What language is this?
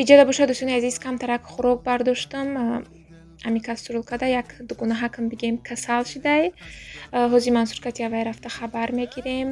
Tajik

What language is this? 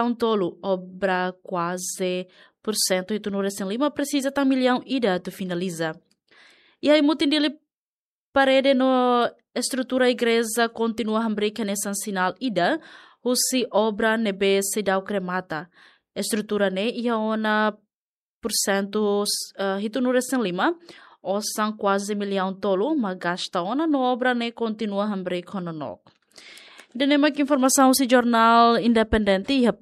Tetum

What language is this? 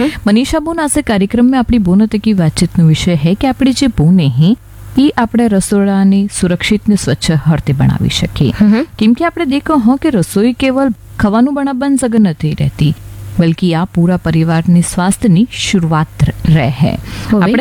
Gujarati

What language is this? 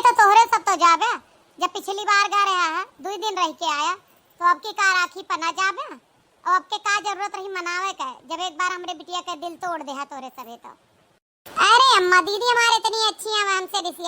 Awadhi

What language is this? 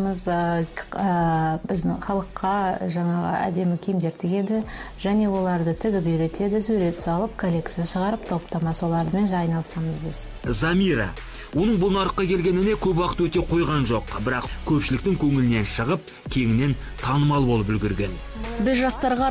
Kazakh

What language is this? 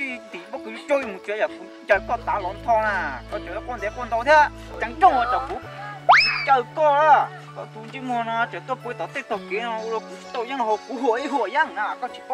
Hmong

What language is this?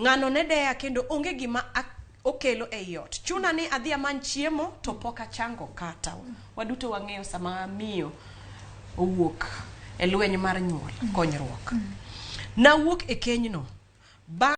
Luo (Kenya and Tanzania)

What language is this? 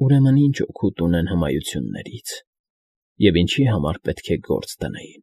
Armenian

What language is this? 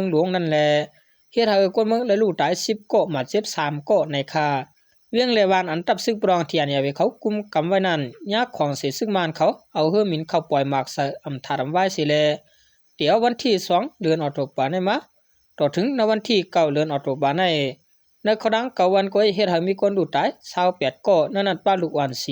Shan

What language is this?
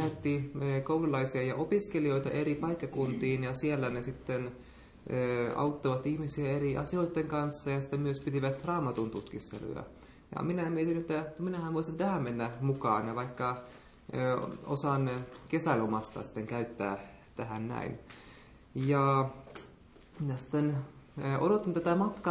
Finnish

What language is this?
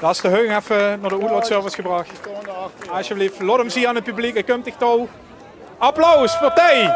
Limburgish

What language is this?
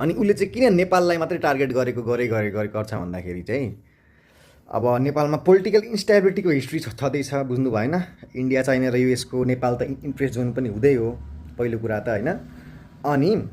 Nepali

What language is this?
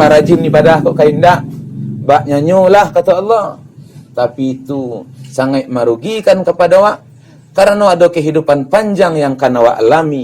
Minangkabau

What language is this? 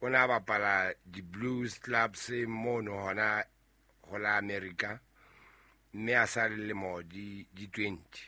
Southern Sotho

